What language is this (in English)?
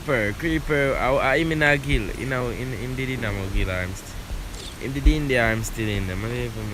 Jamaican Creole English